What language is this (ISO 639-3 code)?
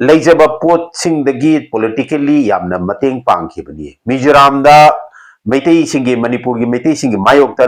mni